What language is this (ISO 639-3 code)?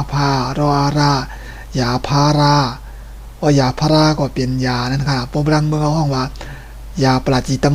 shn